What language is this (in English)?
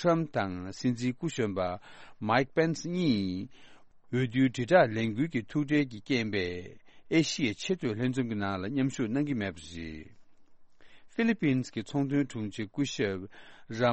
Tibetan